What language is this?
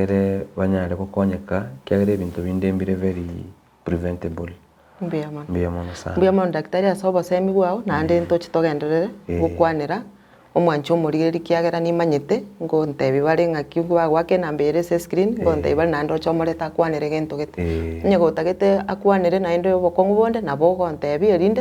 Gusii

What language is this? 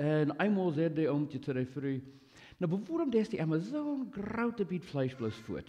Plautdietsch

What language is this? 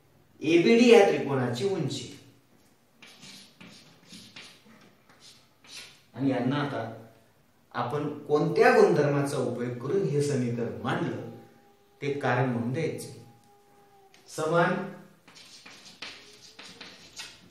Marathi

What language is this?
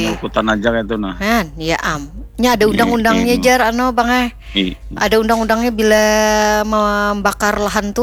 Banjar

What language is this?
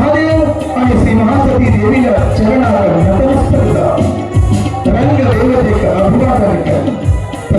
Konkani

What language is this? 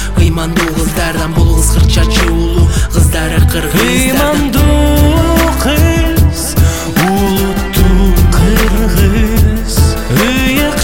Kyrgyz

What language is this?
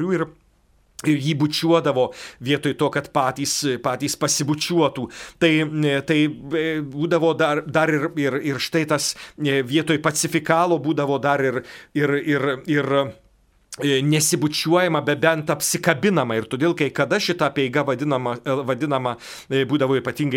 Lithuanian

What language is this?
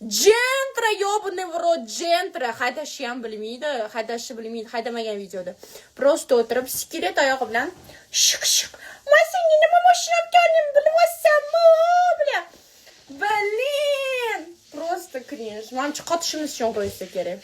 Uzbek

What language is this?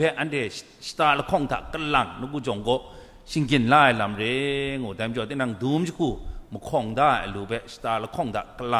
Kachin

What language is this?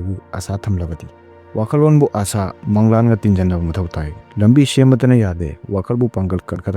Manipuri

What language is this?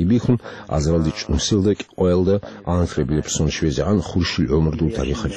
Avaric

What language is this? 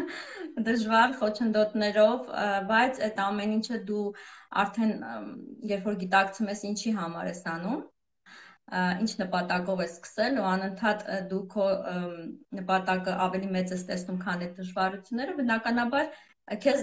Armenian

